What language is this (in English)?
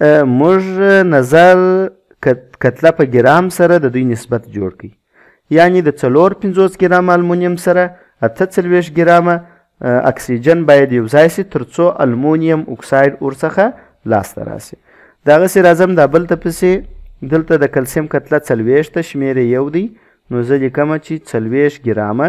Pashto